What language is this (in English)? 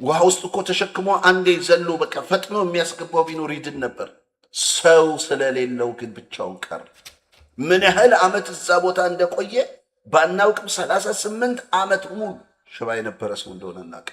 Amharic